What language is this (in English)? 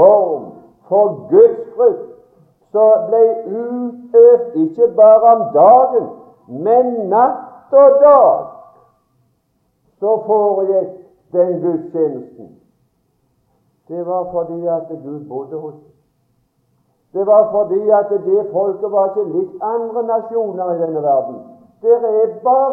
Norwegian